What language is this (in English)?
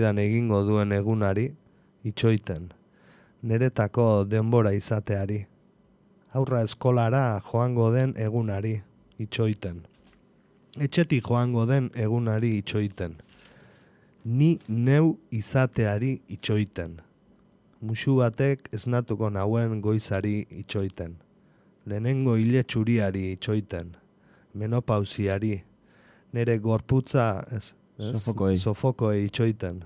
Basque